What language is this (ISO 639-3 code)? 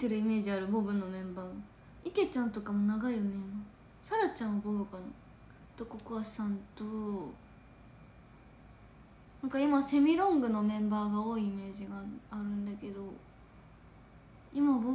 jpn